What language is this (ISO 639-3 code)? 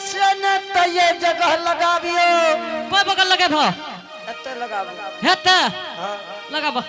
anp